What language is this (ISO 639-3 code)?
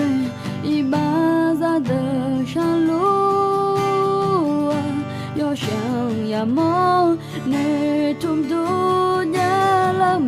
ahk